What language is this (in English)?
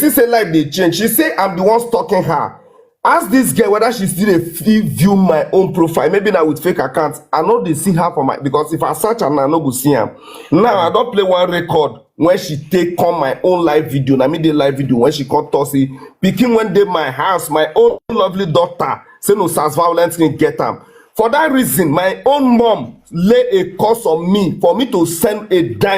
Nigerian Pidgin